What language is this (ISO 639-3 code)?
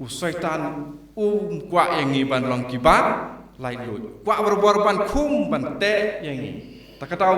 kha